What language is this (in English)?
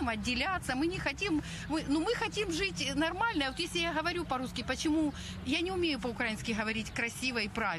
Russian